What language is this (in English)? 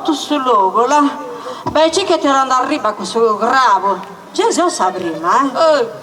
Sardinian